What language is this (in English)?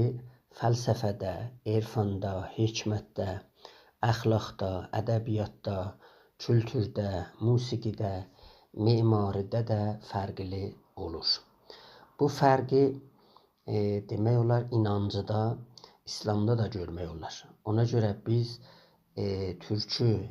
South Azerbaijani